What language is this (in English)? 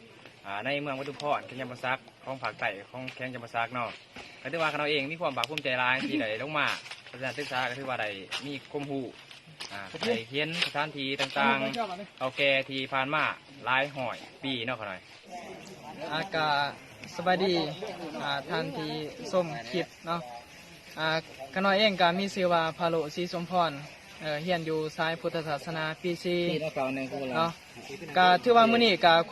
Lao